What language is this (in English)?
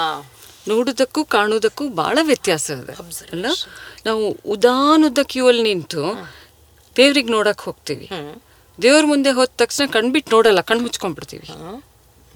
Kannada